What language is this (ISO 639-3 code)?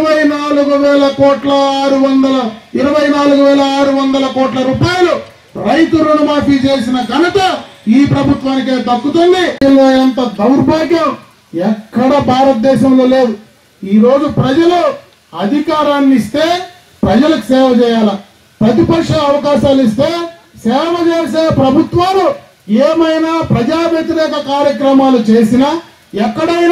tel